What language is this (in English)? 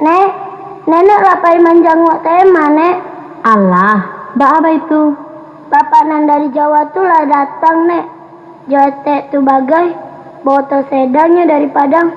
Minangkabau